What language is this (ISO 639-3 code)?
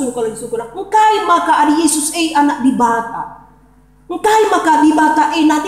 btx